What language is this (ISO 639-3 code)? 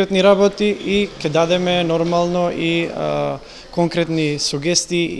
mkd